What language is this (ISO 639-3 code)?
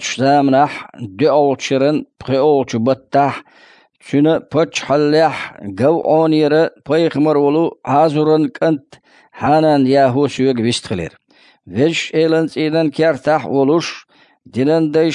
che